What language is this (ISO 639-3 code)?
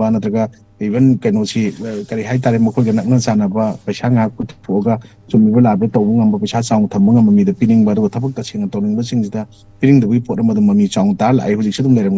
mni